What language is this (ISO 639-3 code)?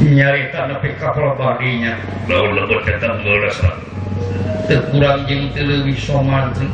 sun